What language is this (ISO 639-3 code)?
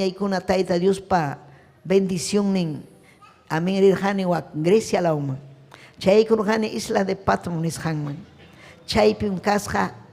quy